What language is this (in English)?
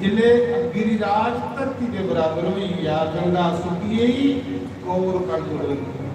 Dogri